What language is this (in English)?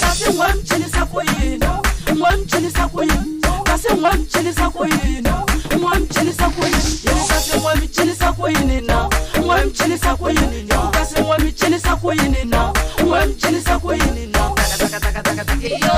Tsonga